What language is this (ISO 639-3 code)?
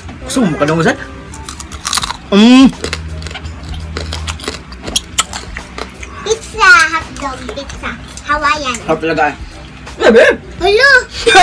fil